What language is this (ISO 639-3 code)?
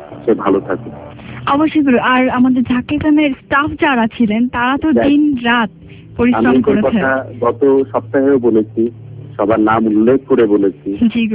ben